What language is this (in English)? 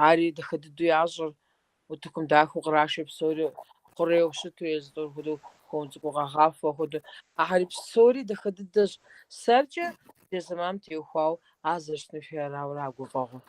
Kabardian